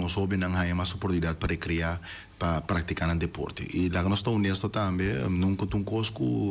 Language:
Papiamento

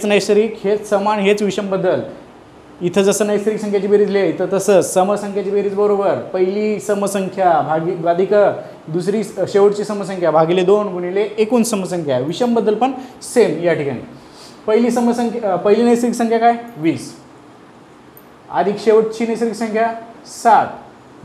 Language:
Marathi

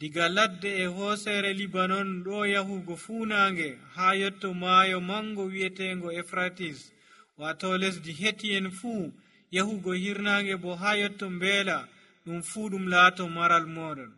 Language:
Nigerian Fulfulde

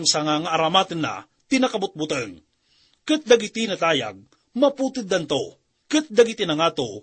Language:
Iloko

